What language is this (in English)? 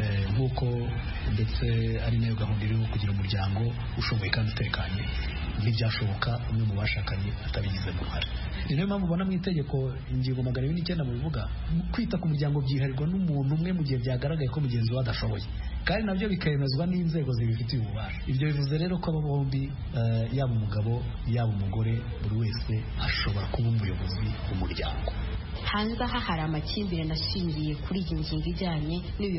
Kinyarwanda